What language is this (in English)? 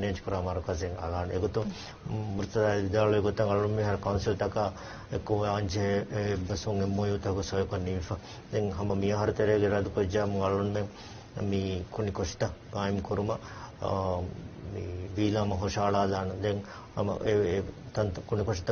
Divehi